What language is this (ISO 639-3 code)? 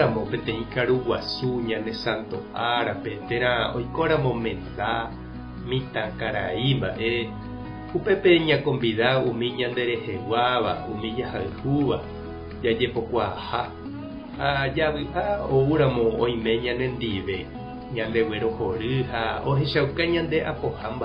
grn